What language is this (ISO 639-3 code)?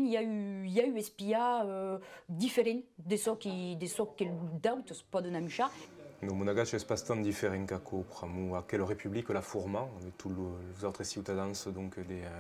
oci